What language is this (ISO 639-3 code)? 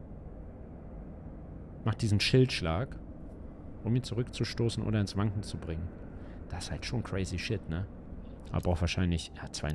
deu